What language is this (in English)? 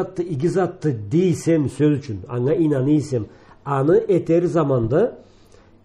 Karachay-Balkar